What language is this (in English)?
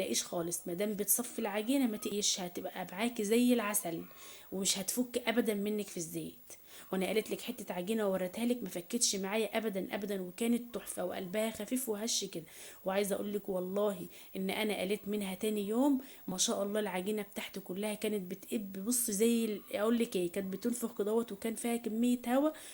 Egyptian Arabic